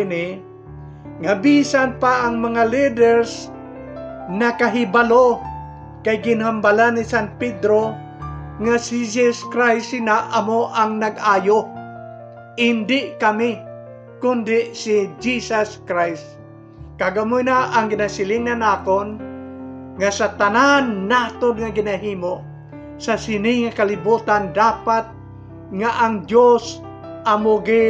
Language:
Hiligaynon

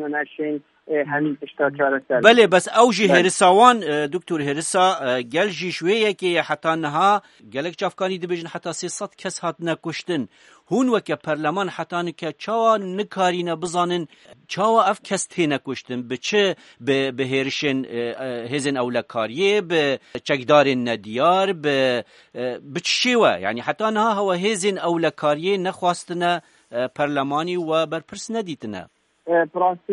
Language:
Kurdish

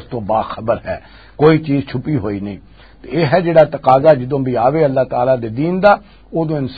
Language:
Western Panjabi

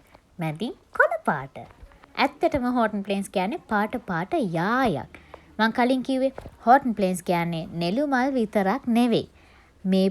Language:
Sinhala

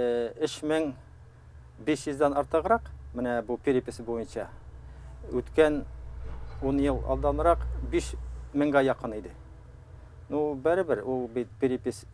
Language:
Tatar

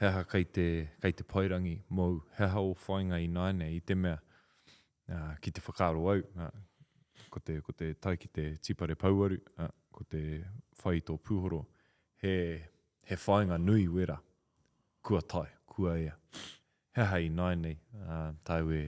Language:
Māori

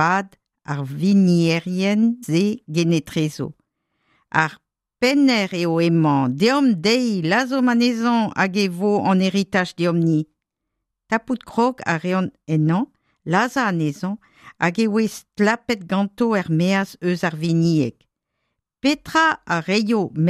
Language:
Breton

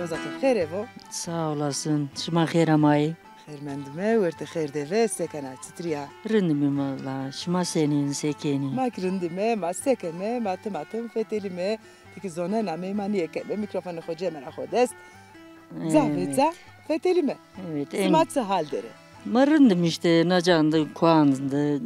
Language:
Zaza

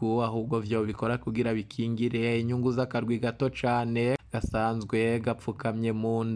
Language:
Rundi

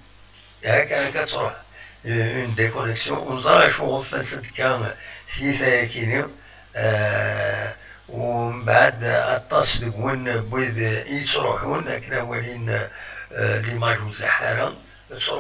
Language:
Kabyle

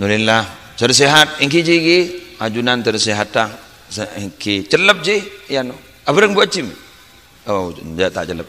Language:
Madurese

